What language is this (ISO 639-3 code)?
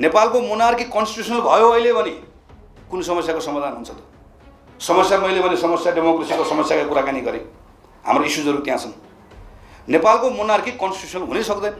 nep